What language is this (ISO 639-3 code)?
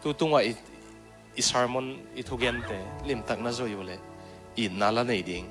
ctd